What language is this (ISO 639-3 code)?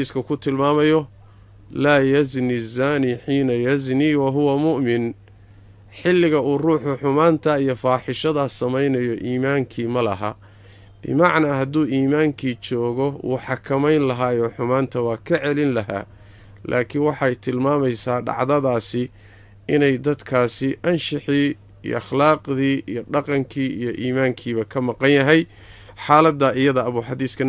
som